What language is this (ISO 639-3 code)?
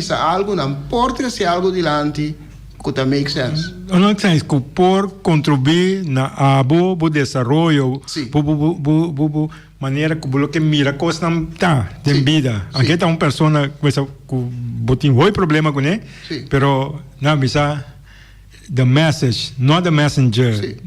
pap